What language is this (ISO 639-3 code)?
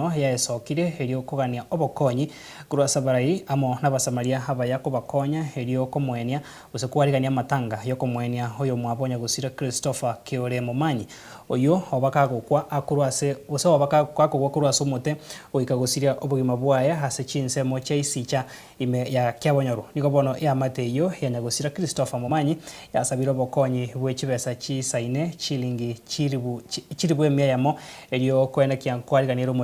guz